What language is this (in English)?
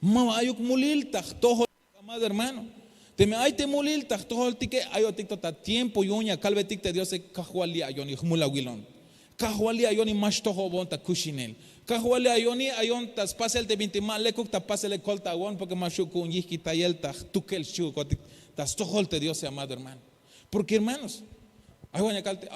Tzeltal